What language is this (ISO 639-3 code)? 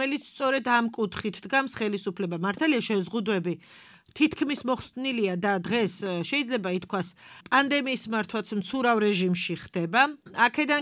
kat